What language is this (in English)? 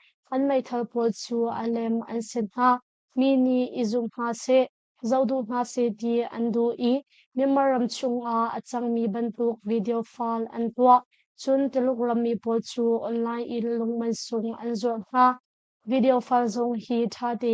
Hakha Chin